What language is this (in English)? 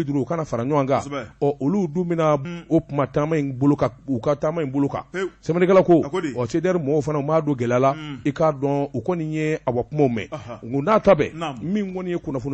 Bambara